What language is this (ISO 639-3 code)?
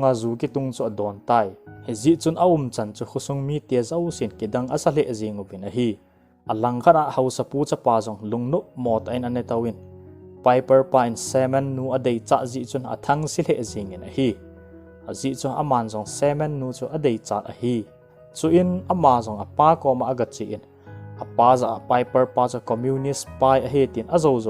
tcz